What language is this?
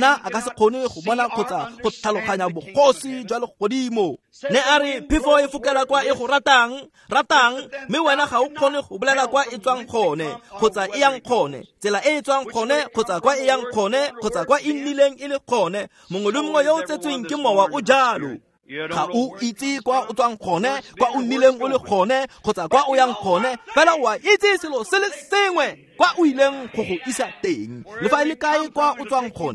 Tswana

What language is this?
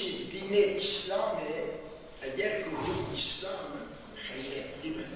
Kurdish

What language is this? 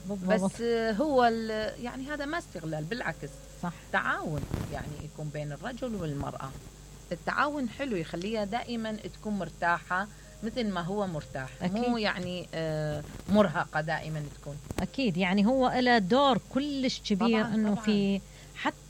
Mesopotamian Arabic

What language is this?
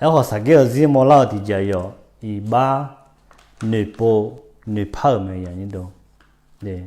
Akha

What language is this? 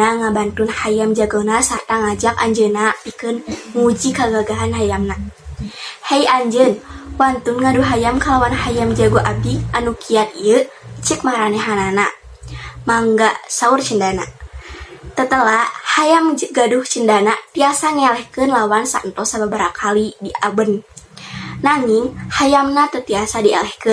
Sundanese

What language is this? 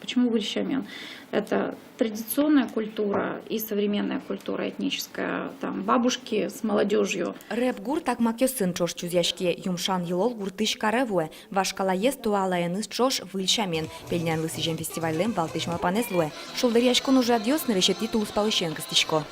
Udmurt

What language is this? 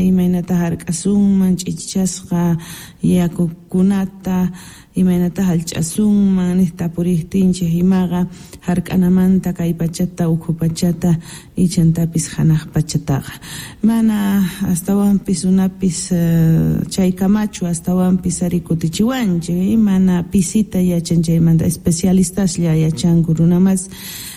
South Bolivian Quechua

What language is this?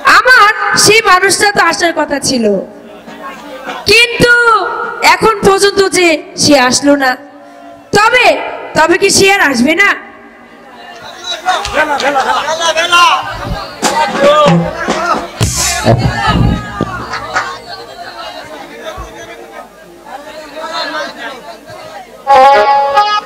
Bangla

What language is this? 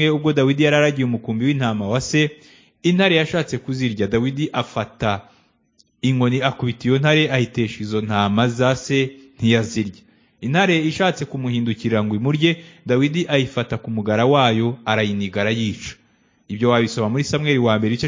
Kinyarwanda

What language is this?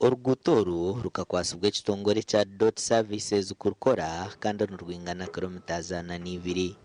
Nyankole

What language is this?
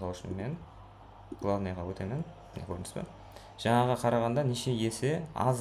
Kara-Kalpak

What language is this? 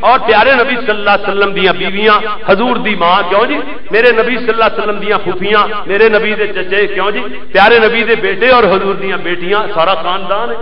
Western Panjabi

